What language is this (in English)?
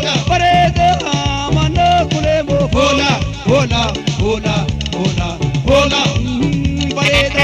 Sidamo